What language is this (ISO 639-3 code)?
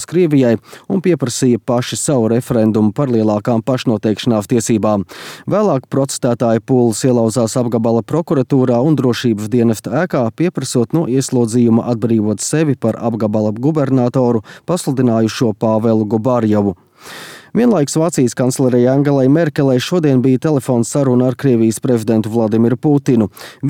lav